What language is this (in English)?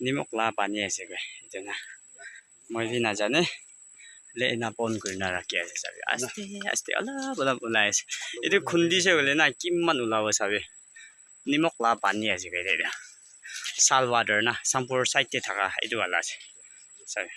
Naga Pidgin